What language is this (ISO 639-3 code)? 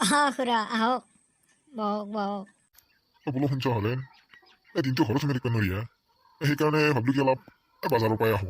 asm